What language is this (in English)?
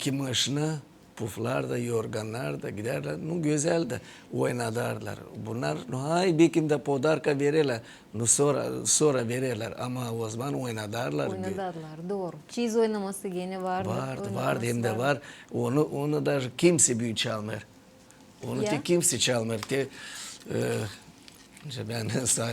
Gagauz